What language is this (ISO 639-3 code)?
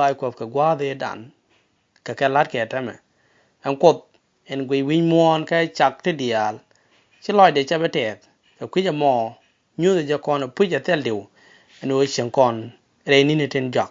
nus